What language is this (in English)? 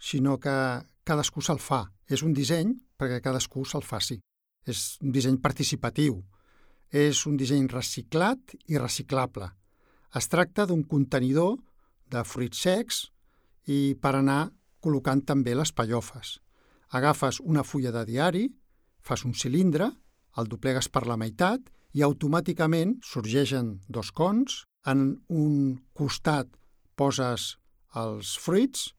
Catalan